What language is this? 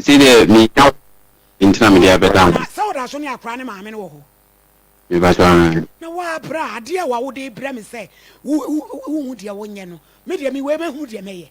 Akan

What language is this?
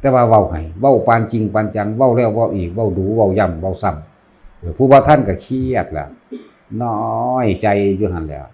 Lao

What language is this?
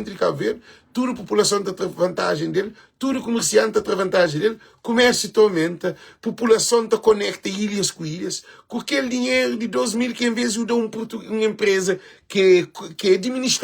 Kabuverdianu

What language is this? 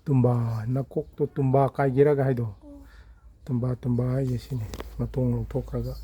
Manipuri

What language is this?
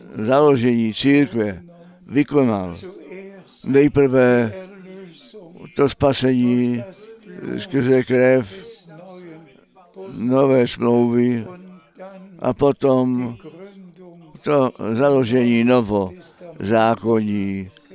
Czech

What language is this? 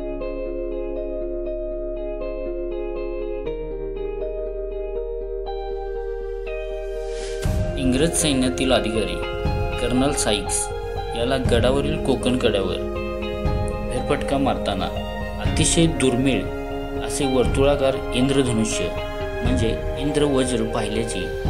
Marathi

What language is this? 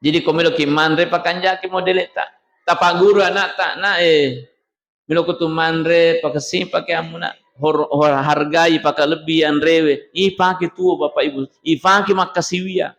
Buginese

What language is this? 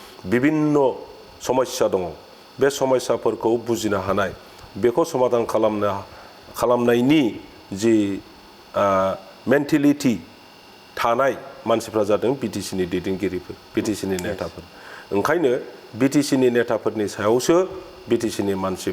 Bodo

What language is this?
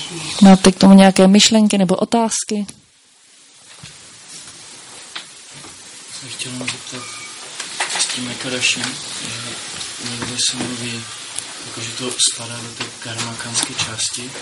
Czech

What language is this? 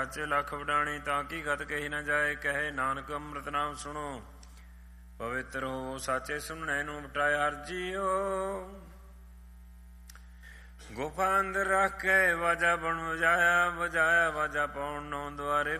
Punjabi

